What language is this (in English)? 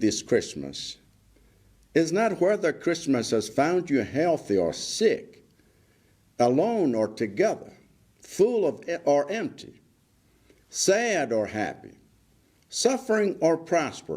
English